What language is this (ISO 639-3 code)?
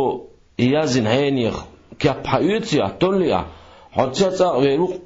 che